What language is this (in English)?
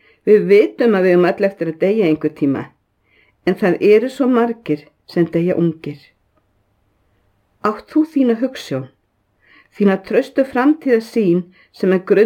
Icelandic